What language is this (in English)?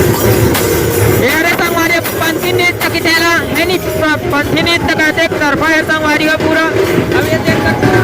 Chhattisgarhi